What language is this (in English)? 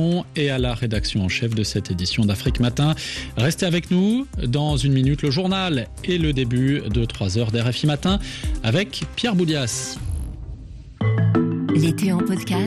French